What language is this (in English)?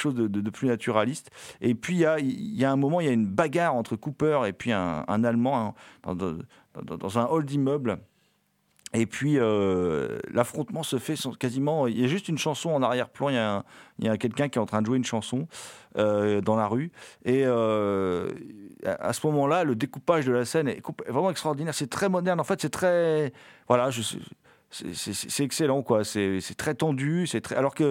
French